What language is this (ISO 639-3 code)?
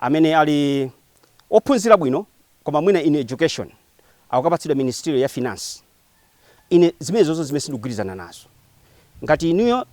nya